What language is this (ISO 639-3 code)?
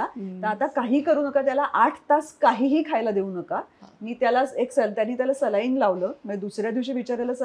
mar